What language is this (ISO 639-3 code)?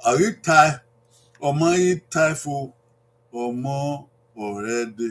bin